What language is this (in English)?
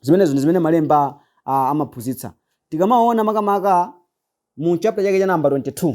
Nyanja